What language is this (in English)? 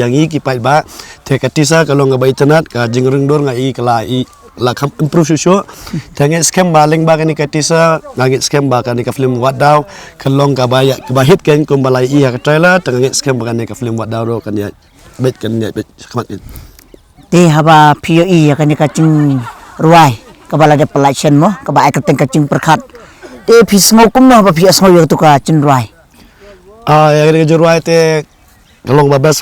Khasi